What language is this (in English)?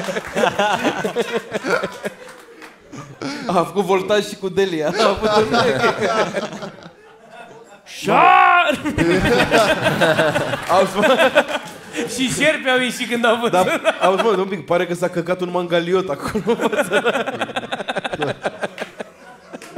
Romanian